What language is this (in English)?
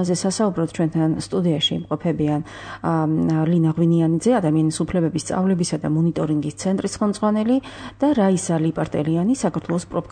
Georgian